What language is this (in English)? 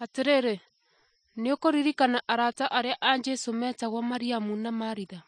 Kikuyu